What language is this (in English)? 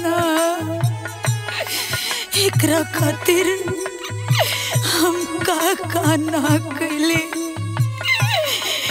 Bhojpuri